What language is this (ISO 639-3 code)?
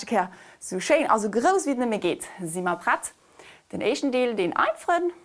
ltz